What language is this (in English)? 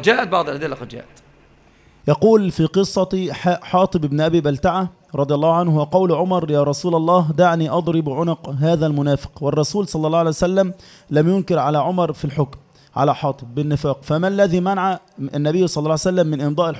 Arabic